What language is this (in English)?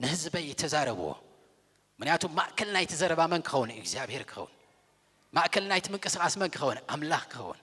Tigrinya